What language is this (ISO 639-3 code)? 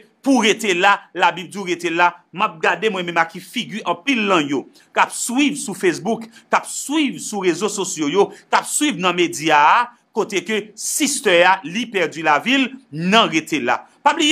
hat